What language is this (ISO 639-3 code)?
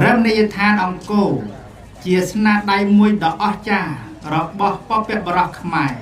khm